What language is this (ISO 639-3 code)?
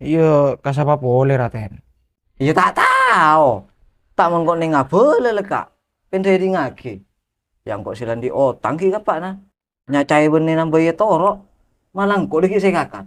mad